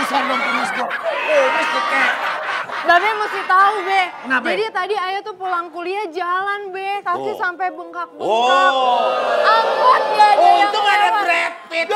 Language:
Betawi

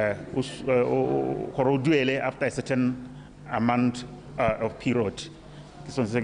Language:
Tswana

